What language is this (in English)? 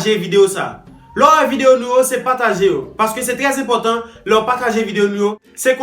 Haitian Creole